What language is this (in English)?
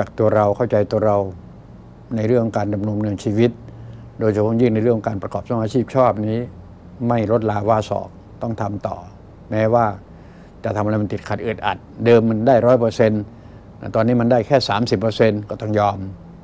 Thai